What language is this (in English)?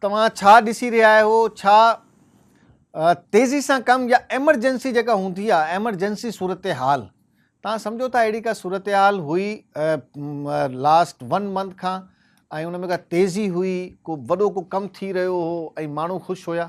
Sindhi